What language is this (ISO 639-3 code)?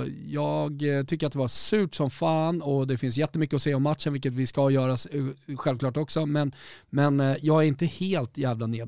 swe